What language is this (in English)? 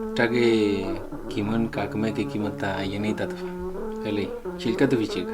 Mapuche